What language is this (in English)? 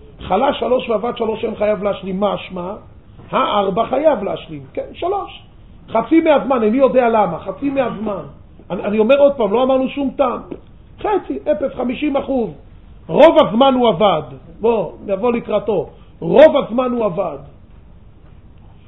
Hebrew